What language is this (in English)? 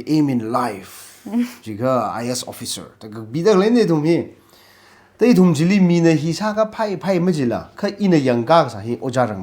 Tangkhul Naga (India)